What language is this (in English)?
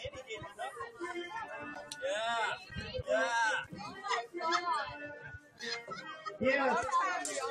English